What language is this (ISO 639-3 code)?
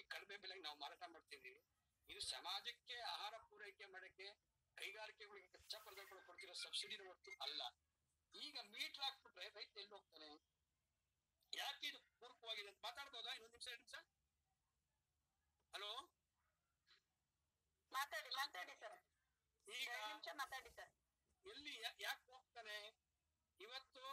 kan